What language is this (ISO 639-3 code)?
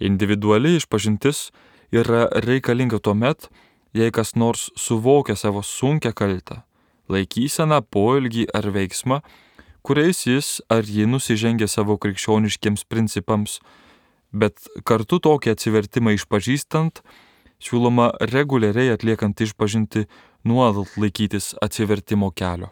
lit